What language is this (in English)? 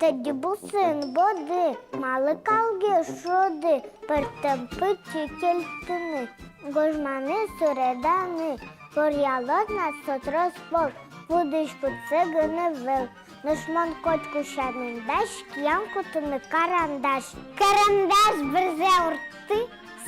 Udmurt